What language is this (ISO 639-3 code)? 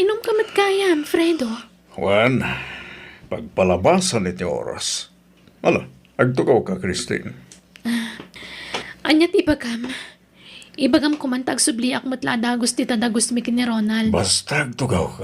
ilo